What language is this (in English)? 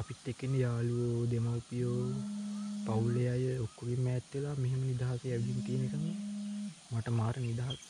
Sinhala